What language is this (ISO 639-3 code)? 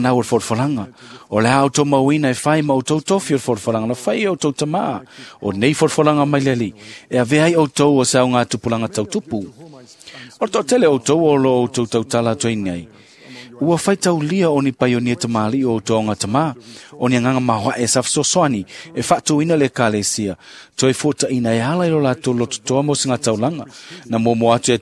smo